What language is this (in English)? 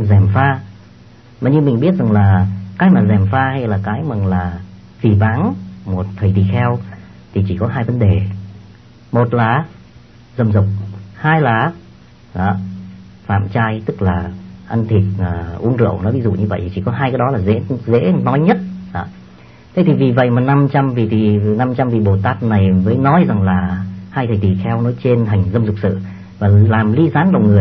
Vietnamese